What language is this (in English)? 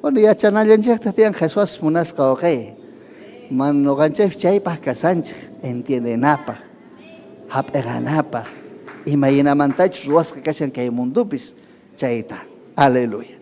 Ayacucho Quechua